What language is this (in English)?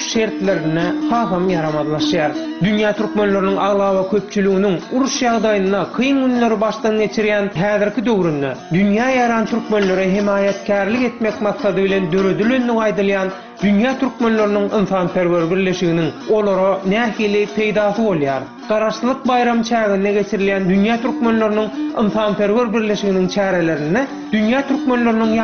Turkmen